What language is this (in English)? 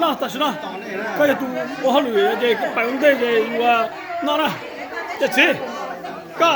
Hmong